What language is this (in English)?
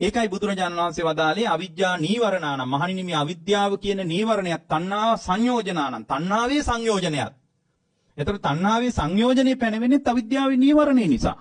Sinhala